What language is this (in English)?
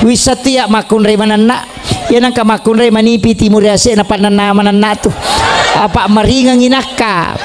Buginese